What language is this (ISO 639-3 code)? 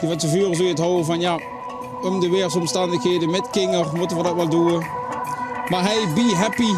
lim